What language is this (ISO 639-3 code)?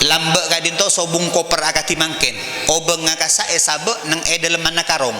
mad